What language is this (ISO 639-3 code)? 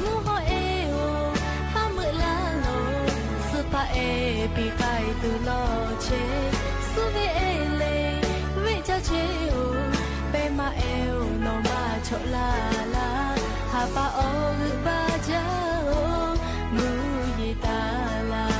lhu